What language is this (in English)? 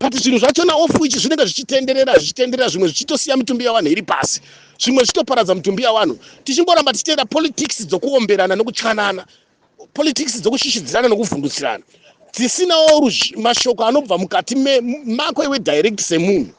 Shona